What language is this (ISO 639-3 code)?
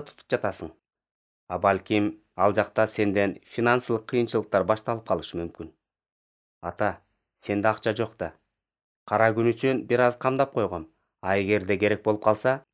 kir